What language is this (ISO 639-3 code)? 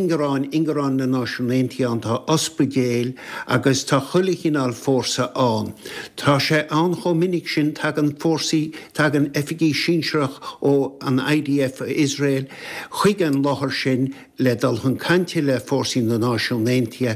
gle